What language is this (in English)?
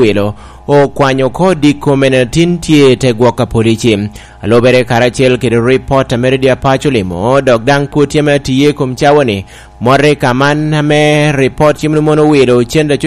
Lango (Uganda)